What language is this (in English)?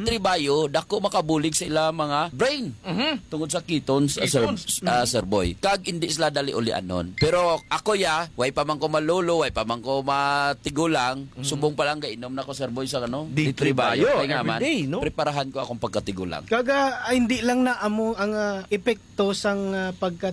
Hiligaynon